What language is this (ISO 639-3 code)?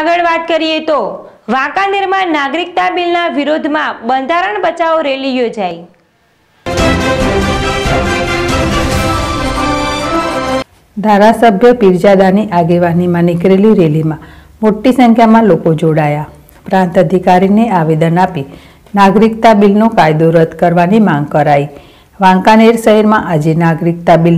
guj